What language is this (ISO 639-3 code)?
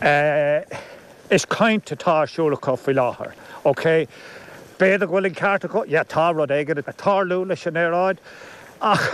gle